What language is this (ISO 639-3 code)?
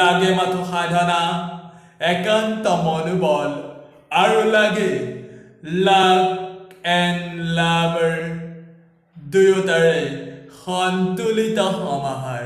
asm